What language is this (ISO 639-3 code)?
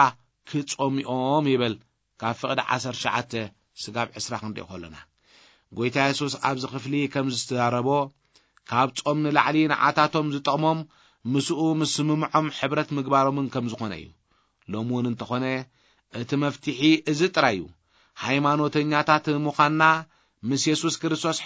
tir